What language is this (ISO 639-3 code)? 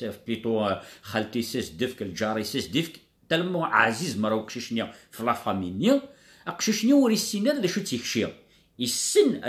kab